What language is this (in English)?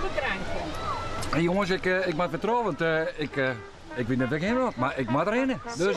Western Frisian